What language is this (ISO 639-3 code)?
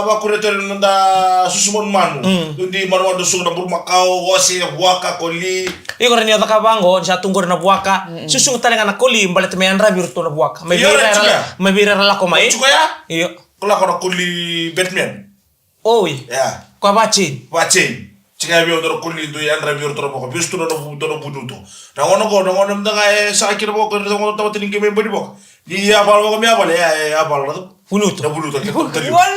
fij